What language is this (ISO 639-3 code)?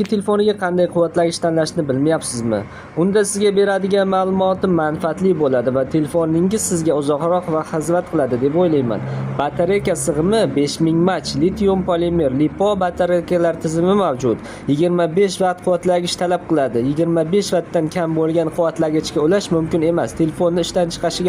uzb